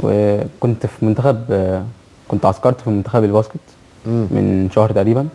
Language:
Egyptian Arabic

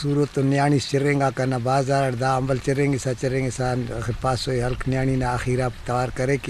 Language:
Brahui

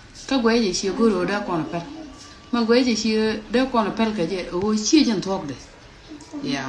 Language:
Nuer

